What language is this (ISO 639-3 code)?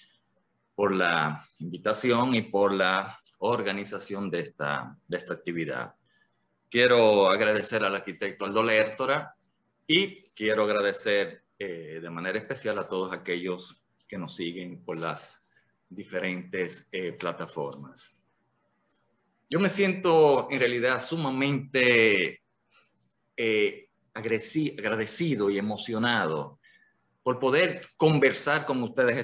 spa